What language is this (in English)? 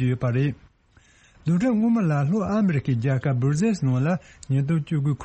Tibetan